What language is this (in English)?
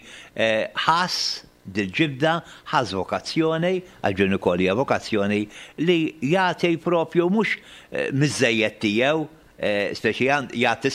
Maltese